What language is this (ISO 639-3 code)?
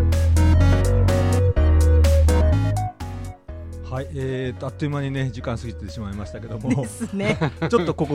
jpn